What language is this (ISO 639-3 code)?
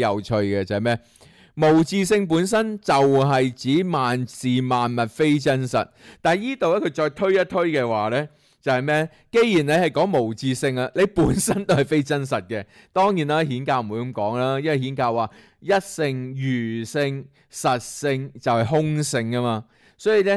yue